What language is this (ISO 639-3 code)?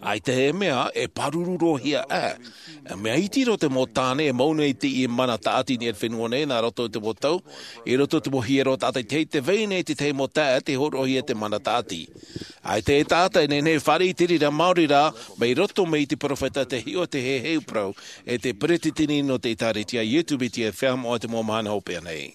tah